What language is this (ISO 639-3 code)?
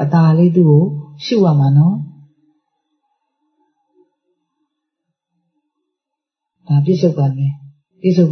mya